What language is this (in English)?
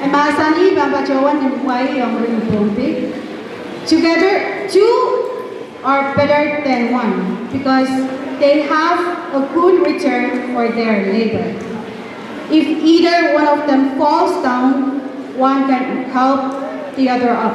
Pohnpeian